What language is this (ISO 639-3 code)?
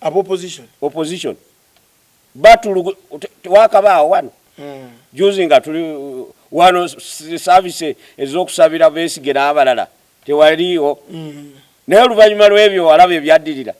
lug